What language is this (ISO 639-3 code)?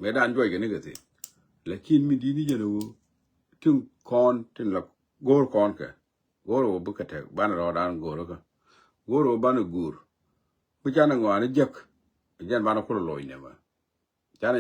nus